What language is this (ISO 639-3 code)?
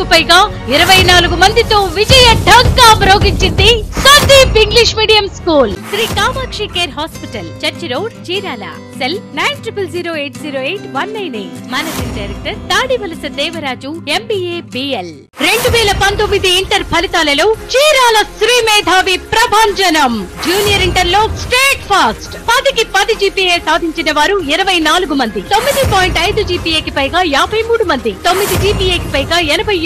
tel